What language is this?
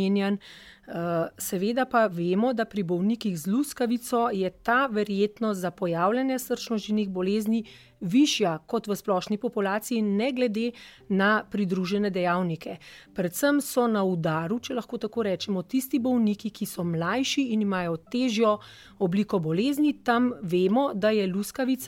Slovenian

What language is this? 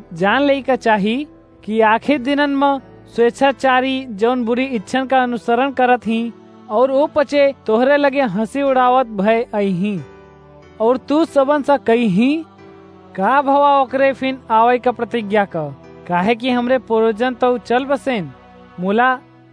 Awadhi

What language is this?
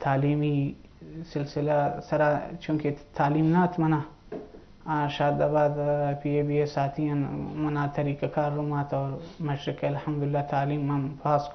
Eastern Balochi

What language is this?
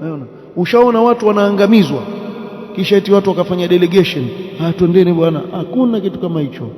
Swahili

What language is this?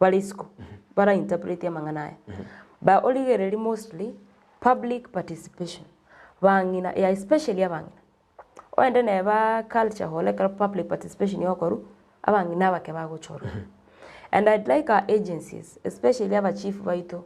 Gusii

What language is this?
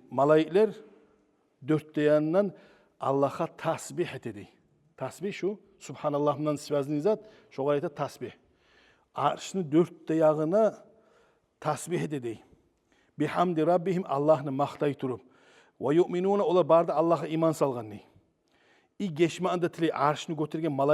Kumyk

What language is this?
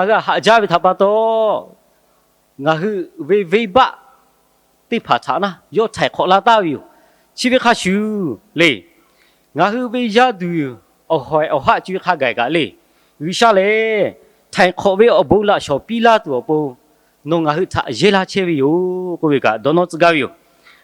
Lahu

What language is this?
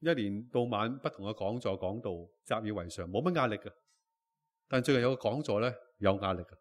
Cantonese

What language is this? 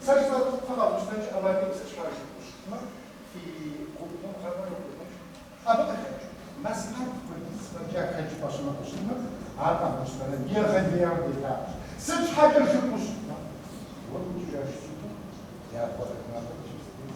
Kabardian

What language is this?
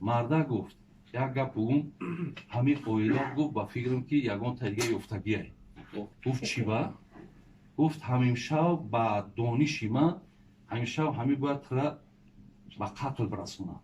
Tajik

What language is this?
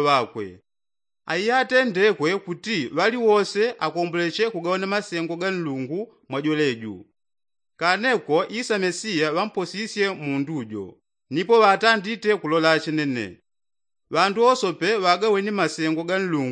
Yao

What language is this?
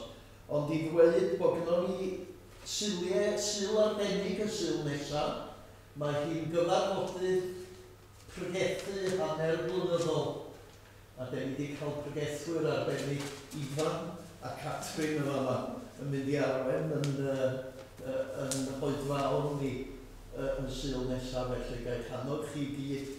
Welsh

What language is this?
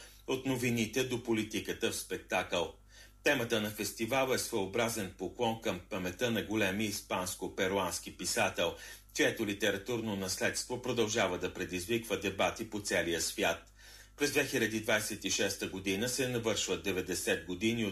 Bulgarian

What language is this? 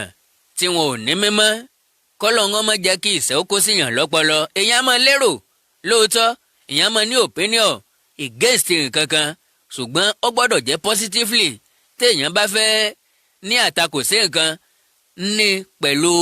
Yoruba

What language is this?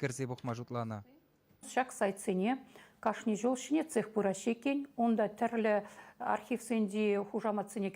Chuvash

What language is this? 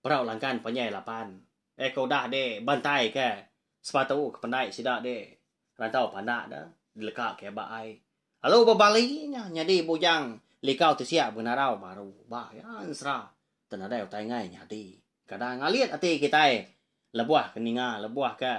Iban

